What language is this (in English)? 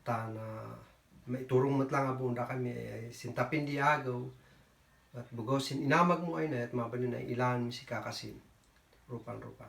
Kankanaey